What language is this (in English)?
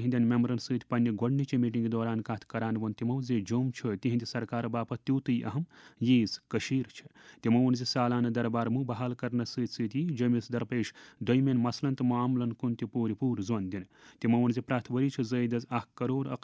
Kashmiri